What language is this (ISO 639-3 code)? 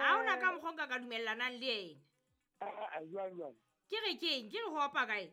sot